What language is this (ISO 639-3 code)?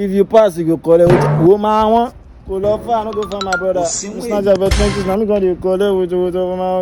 pcm